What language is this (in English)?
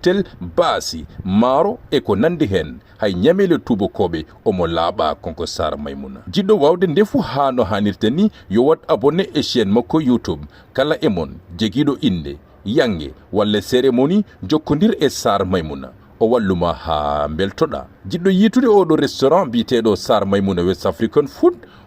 Fula